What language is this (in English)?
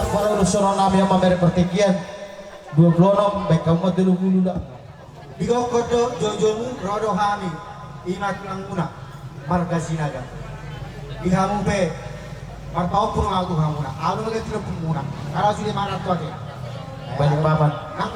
Batak Toba